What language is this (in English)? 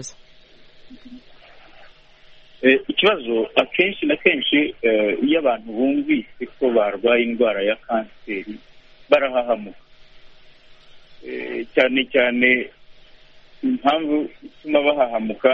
Kinyarwanda